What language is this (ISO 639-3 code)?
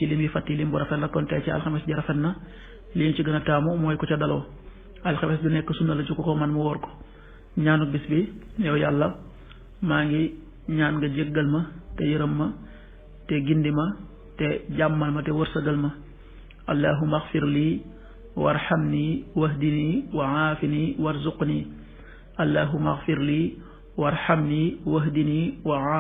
wol